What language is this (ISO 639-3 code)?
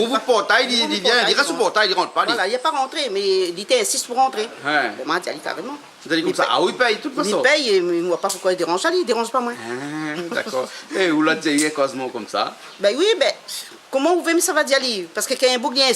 rcf